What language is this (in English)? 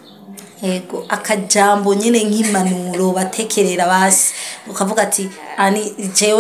Rundi